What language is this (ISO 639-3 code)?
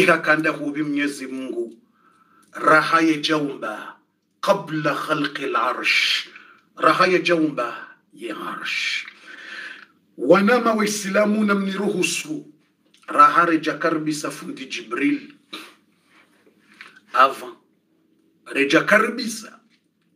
swa